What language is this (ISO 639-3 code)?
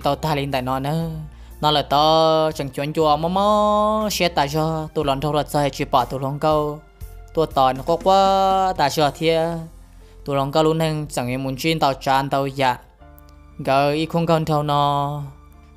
vie